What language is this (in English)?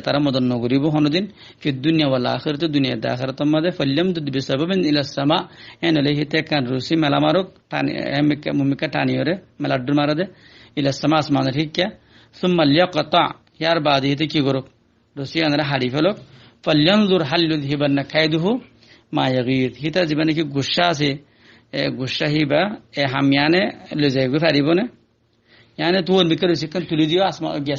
Rohingya